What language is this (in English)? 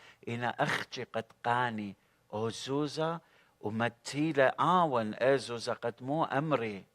Assyrian Neo-Aramaic